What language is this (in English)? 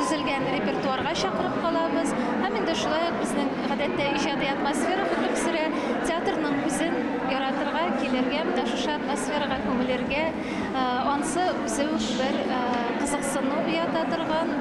Tatar